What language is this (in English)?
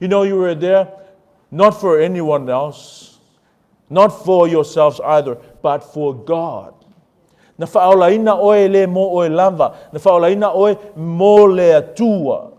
Samoan